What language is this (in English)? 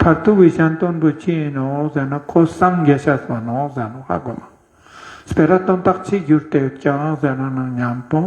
Ladakhi